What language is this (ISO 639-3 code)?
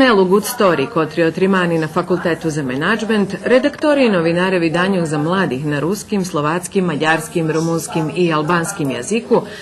rue